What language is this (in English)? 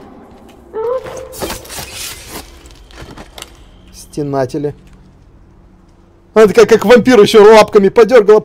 Russian